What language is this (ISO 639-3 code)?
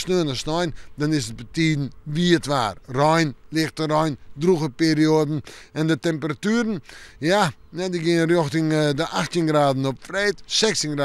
fry